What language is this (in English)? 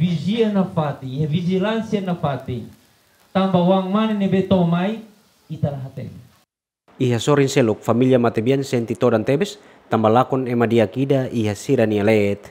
Tetum